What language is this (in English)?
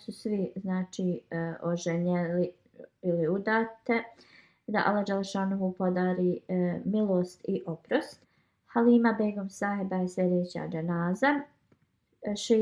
Bosnian